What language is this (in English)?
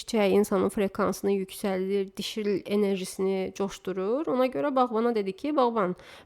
Azerbaijani